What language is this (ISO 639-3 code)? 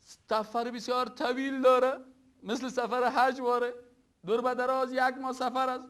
fas